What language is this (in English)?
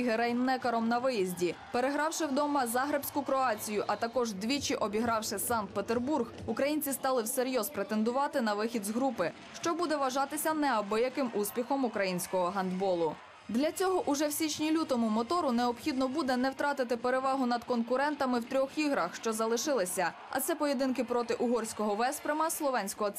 Ukrainian